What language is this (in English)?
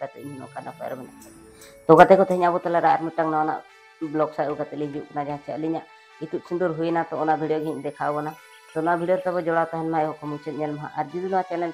Santali